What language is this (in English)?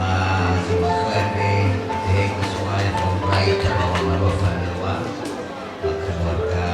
Nias